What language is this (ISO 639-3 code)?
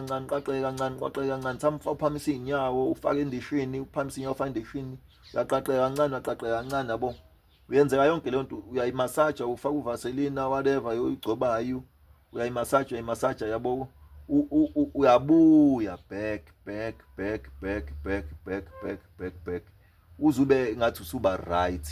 zul